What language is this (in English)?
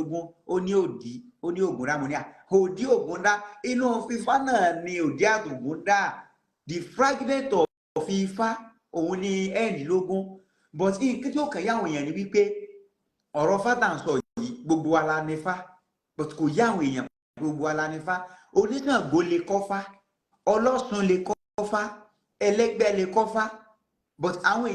Yoruba